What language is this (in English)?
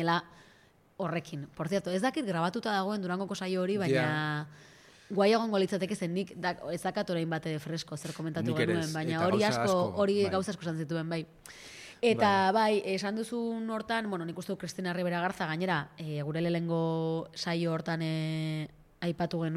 Basque